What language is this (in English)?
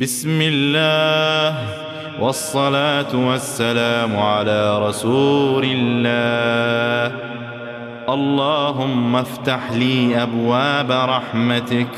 Persian